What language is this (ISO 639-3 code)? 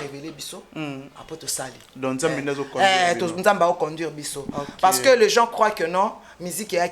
lin